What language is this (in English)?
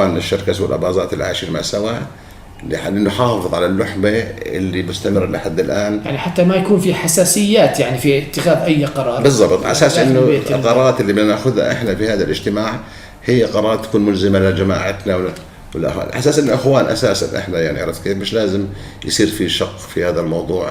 North Levantine Arabic